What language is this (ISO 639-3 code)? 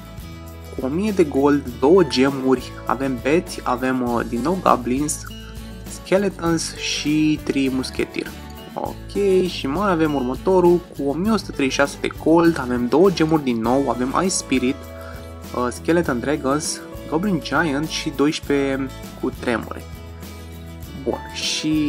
ron